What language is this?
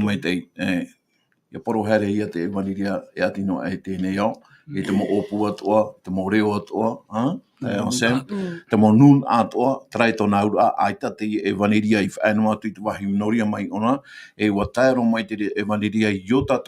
Tahitian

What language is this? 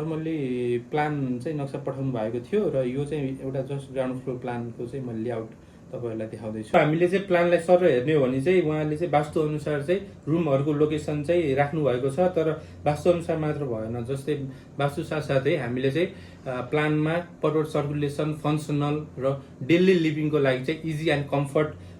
Nepali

